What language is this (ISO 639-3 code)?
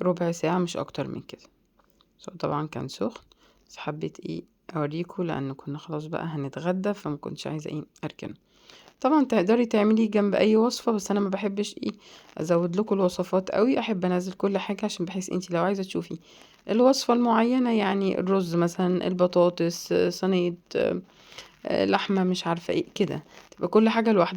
arz